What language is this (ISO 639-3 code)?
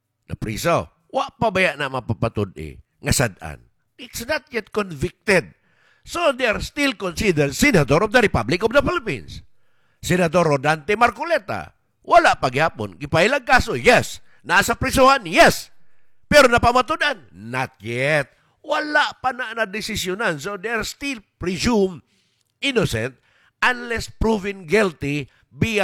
ceb